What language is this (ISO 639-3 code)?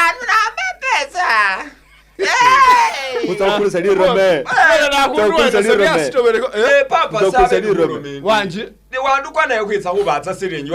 myx